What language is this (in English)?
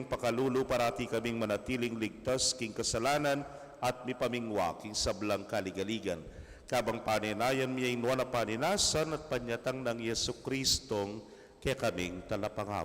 Pampanga